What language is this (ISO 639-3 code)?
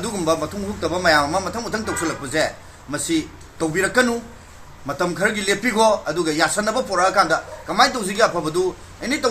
mni